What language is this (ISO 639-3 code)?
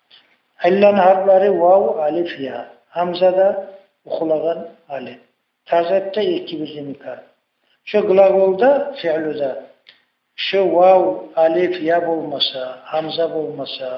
kum